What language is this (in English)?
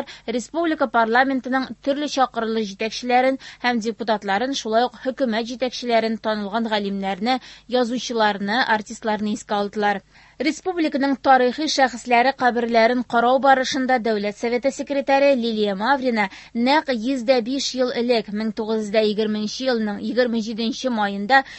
Tatar